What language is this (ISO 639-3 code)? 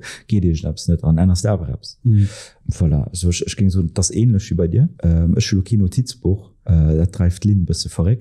ltz